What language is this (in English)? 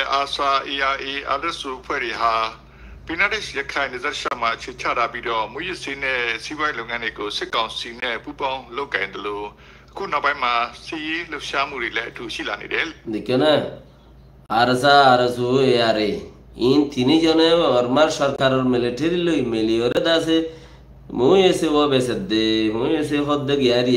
Rohingya